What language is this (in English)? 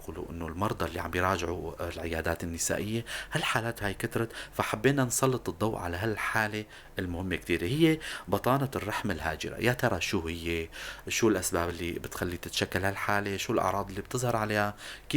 North Levantine Arabic